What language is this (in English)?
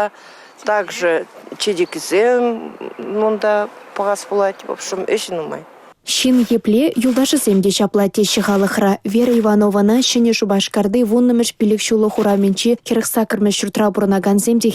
Chuvash